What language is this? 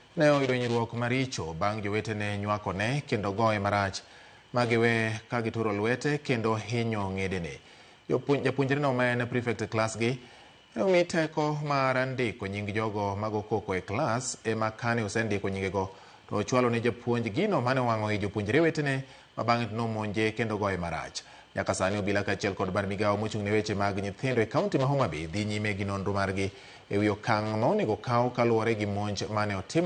Luo (Kenya and Tanzania)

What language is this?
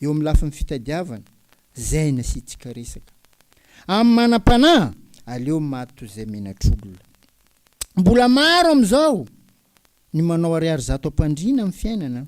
Malagasy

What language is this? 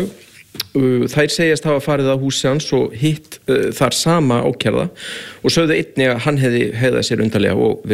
Icelandic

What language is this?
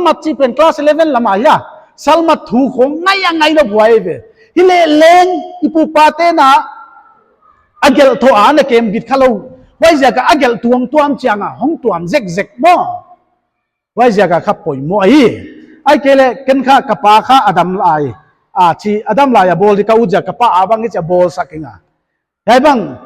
Paite Chin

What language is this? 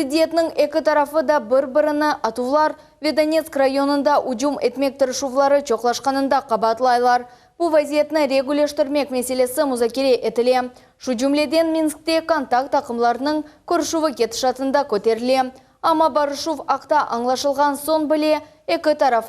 Crimean Tatar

